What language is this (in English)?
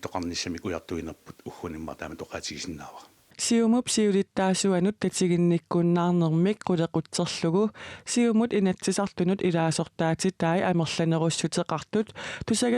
Kalaallisut